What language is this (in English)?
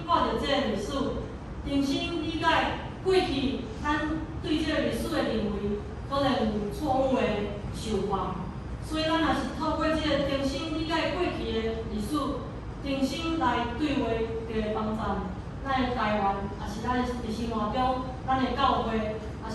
Min Nan Chinese